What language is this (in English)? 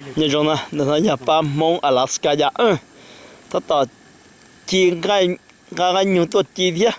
Hmong